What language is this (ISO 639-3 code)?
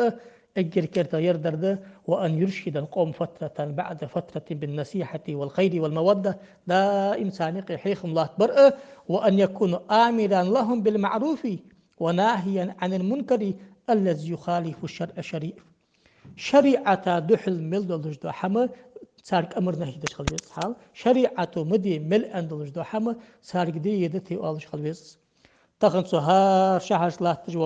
inh